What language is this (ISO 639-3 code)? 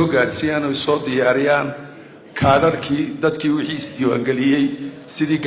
som